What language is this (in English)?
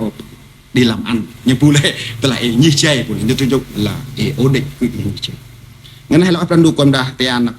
Central Mnong